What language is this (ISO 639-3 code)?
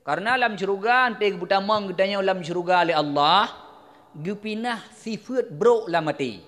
ace